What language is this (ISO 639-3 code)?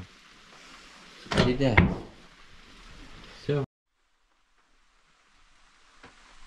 ukr